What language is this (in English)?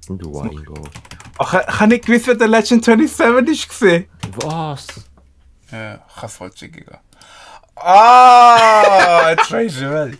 Swiss German